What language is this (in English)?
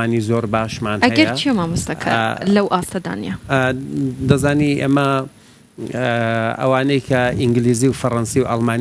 Central Kurdish